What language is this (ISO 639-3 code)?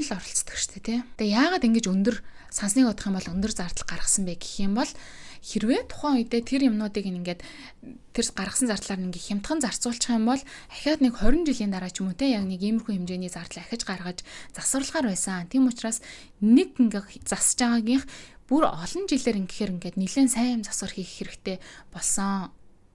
mon